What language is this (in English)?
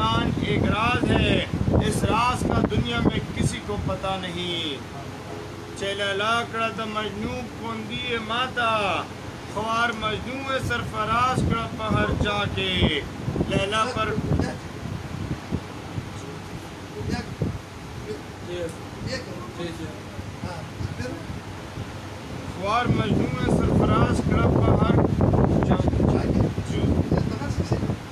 Urdu